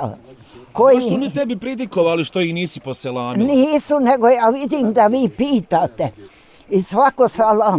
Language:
Bosnian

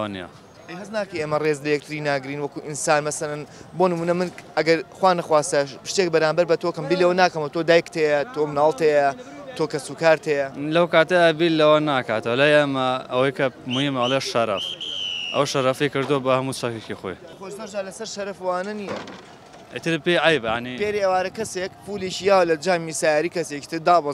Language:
Central Kurdish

